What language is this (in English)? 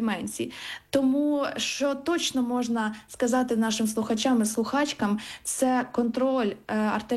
Ukrainian